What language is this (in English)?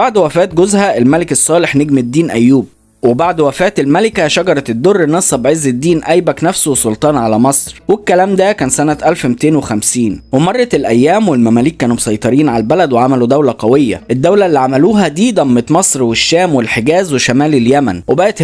Egyptian Arabic